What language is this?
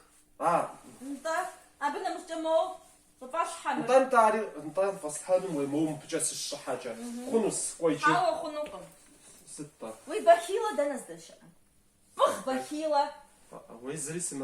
Kabardian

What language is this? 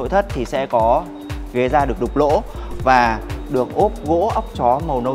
Vietnamese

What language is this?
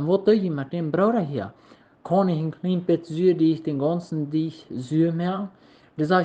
Plautdietsch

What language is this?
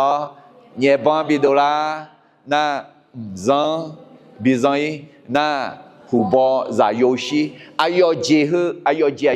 Akha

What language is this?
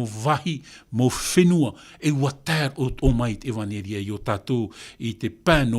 Tahitian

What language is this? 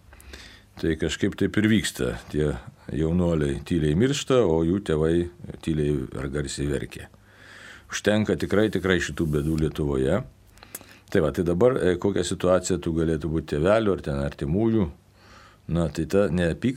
Lithuanian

